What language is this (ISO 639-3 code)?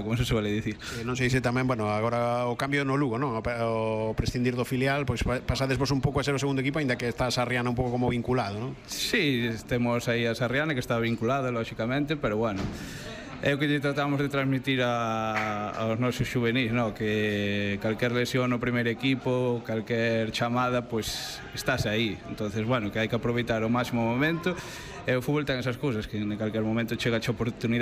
glg